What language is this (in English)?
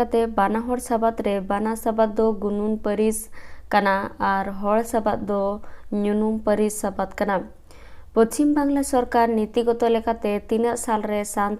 Santali